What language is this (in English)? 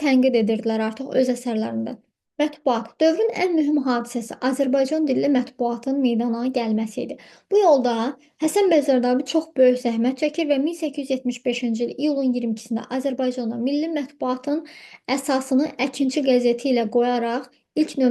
Azerbaijani